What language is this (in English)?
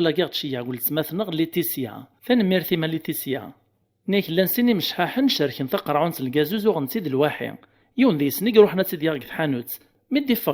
Kabyle